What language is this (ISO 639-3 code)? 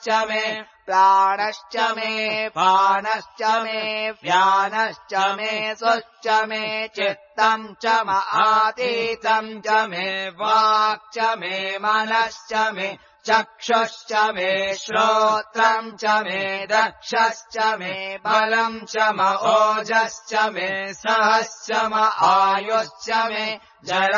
san